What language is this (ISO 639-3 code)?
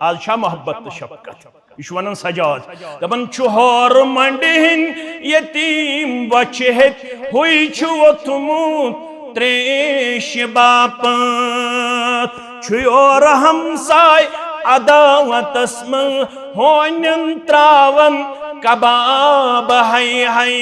kas